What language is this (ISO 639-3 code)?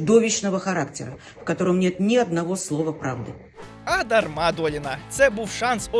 ukr